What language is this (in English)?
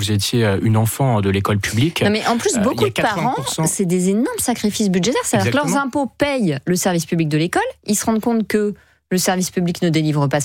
French